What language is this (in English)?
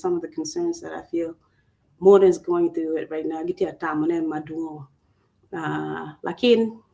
Acoli